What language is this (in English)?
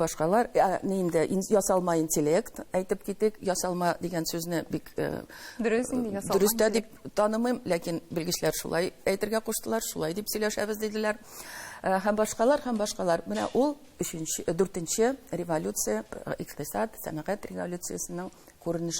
Tatar